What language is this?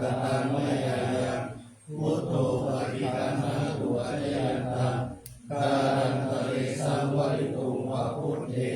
Pali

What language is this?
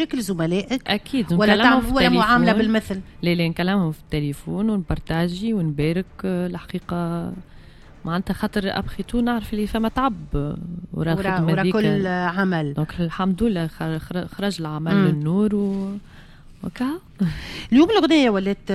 Tunisian Arabic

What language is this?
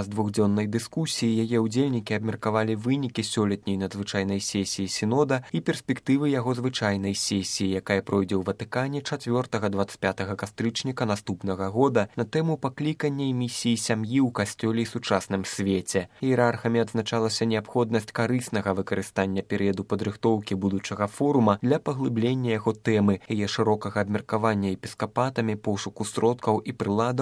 Belarusian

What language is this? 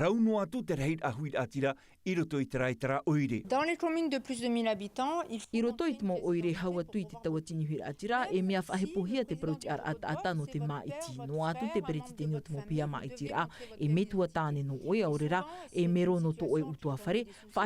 Tahitian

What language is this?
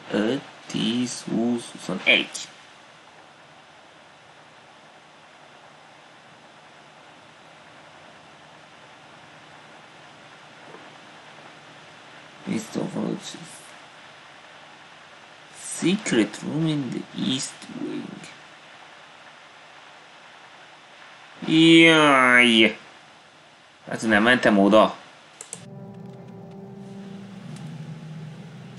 Hungarian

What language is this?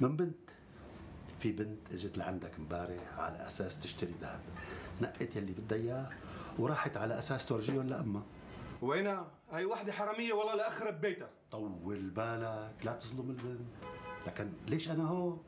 North Levantine Arabic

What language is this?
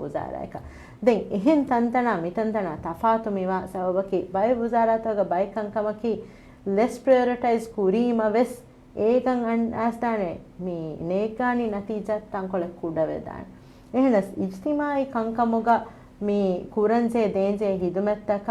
Divehi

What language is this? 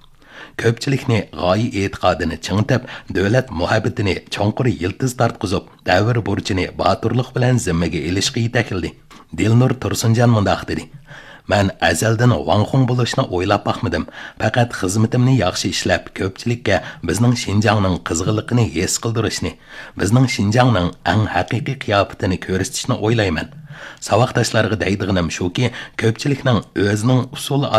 Uyghur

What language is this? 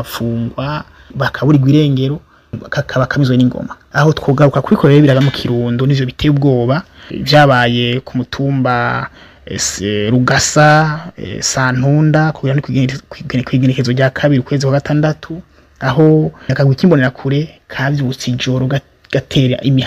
Rundi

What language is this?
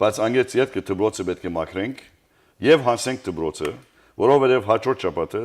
Western Armenian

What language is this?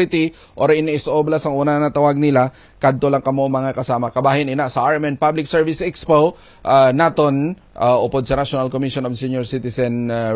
Hiligaynon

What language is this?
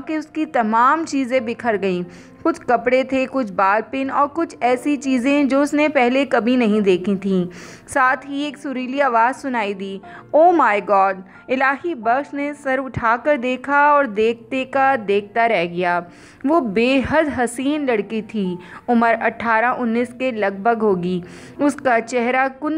Urdu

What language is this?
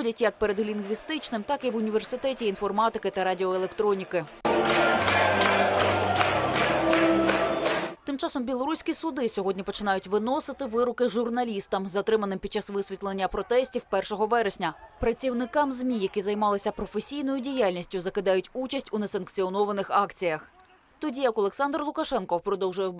Ukrainian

